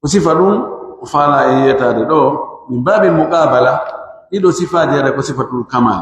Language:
Pular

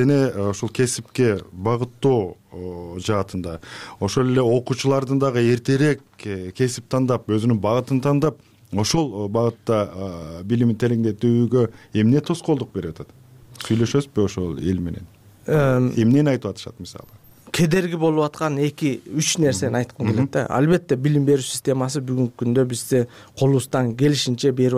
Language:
Kyrgyz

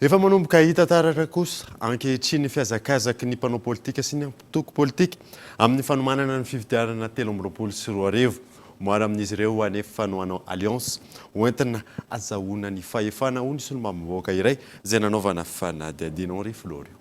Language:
Malagasy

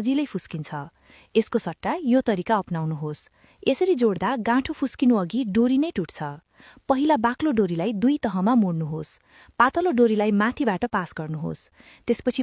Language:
Nepali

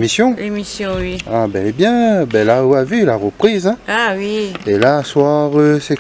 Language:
Réunion Creole French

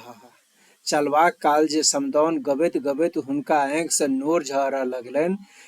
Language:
Maithili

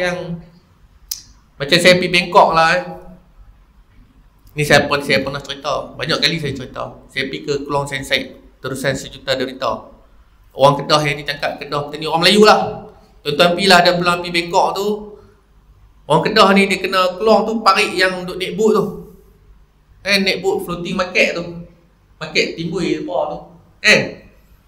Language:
Malay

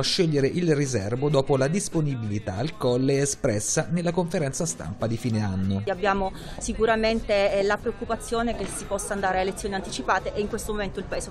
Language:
Italian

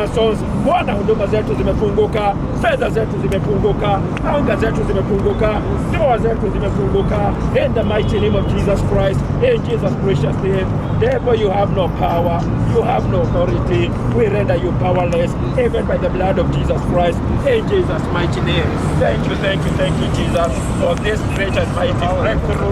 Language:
Kikuyu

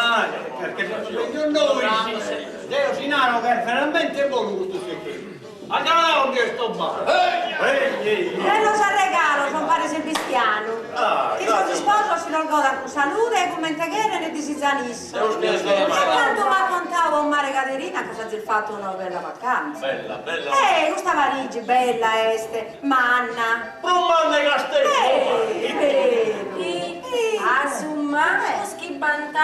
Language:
Sardinian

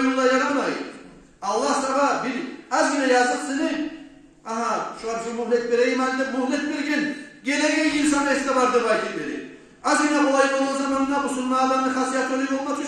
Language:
Kumyk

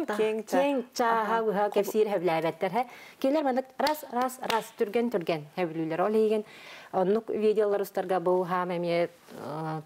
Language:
Yakut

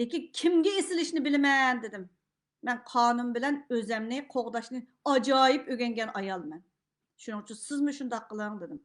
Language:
Uyghur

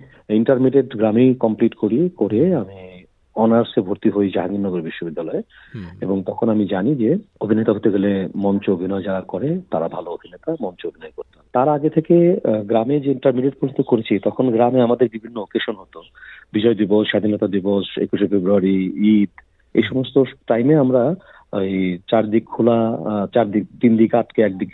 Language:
Bangla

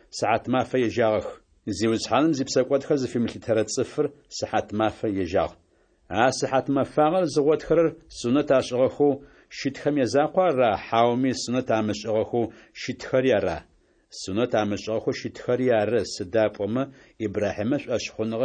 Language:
Adyghe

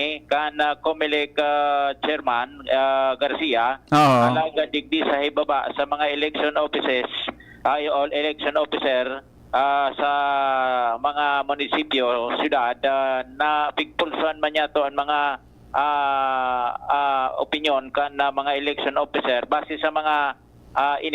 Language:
Bikol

